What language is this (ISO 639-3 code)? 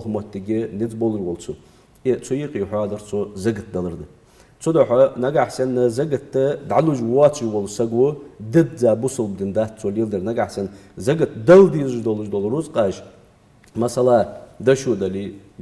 inh